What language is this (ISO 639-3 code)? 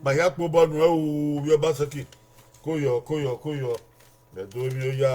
bin